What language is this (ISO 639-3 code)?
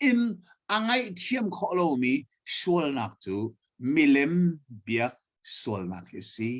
cnh